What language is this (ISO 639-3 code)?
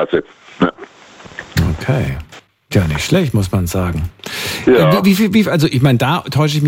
deu